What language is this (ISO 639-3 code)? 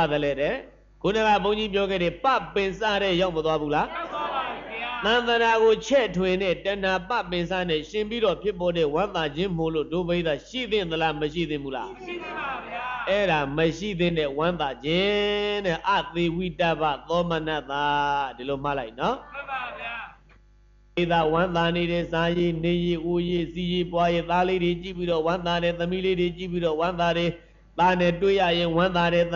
mya